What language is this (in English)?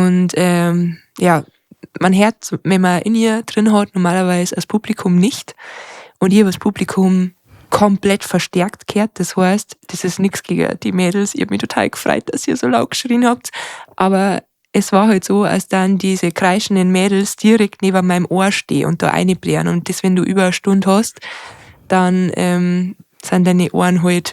Bavarian